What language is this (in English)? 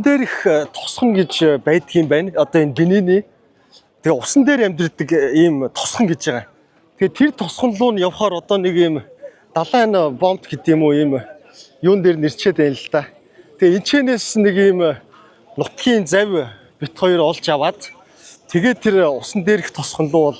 Mongolian